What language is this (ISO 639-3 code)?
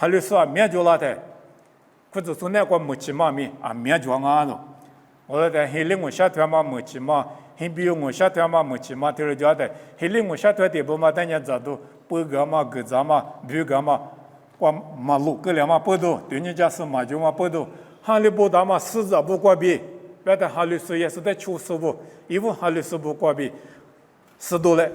lis